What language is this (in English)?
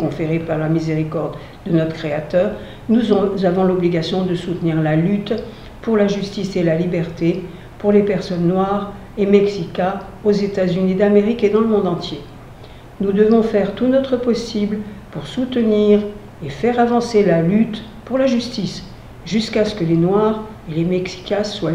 French